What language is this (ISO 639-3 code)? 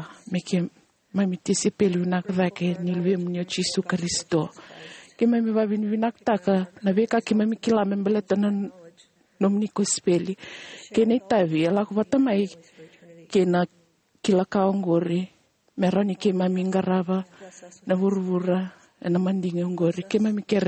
fij